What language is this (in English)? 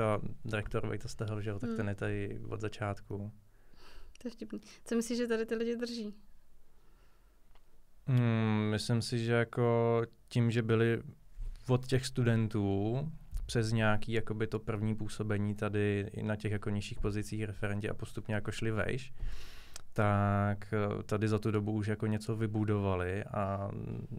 Czech